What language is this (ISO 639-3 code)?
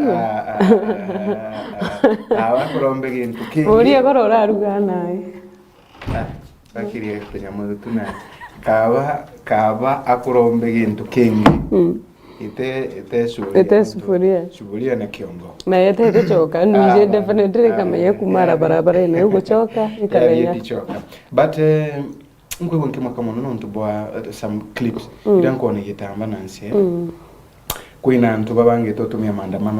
mer